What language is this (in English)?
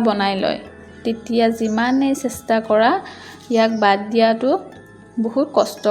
Assamese